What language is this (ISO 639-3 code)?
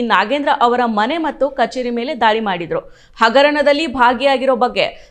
kan